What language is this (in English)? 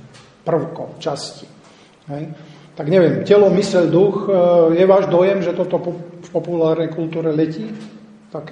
Slovak